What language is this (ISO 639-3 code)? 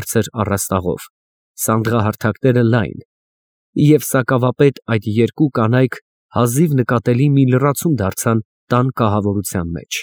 hye